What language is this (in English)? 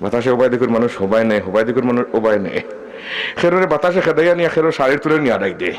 Sylheti